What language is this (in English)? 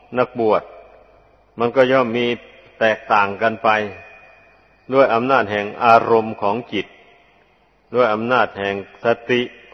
Thai